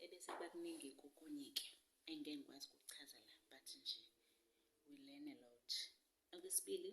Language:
Zulu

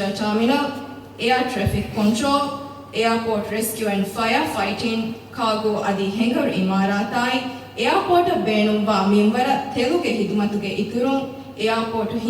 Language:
Divehi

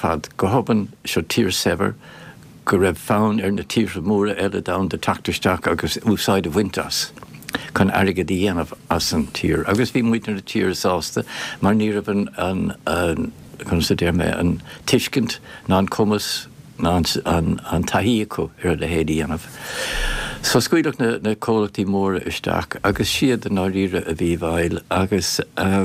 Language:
Irish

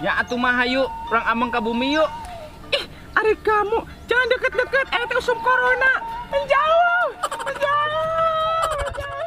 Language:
Sundanese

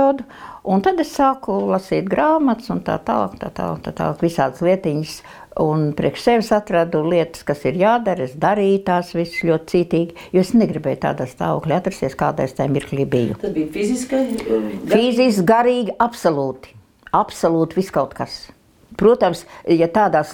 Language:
Latvian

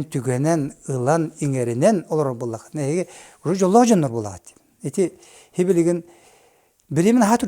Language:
Yakut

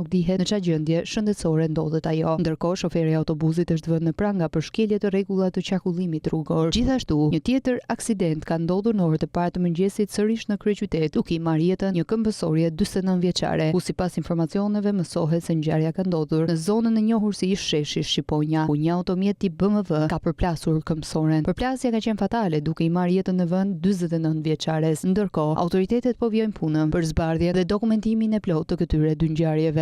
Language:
Albanian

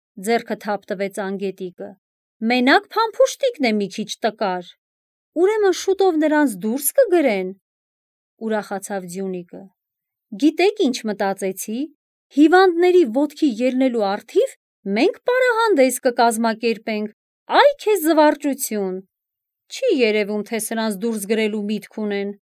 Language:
Armenian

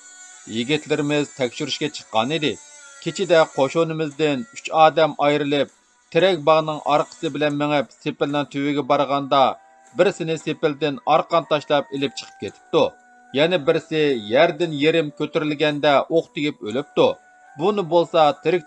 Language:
Uyghur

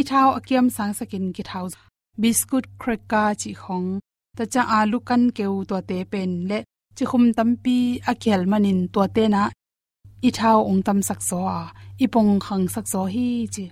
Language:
Tedim Chin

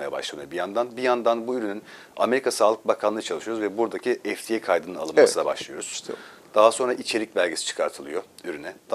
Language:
Turkish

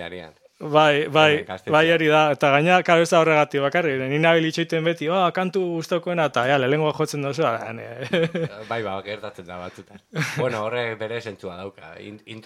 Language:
Basque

